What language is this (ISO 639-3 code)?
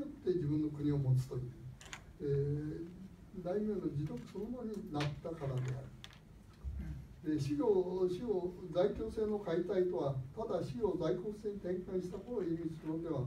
jpn